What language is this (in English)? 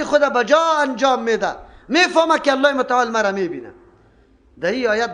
Persian